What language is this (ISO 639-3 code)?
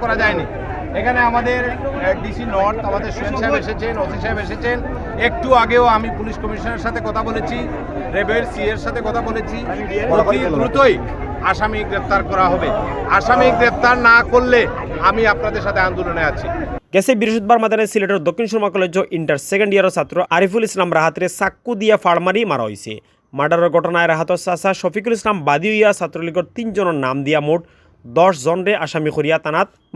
syl